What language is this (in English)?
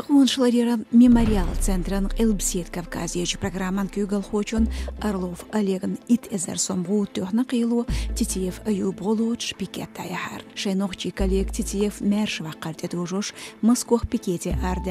Chechen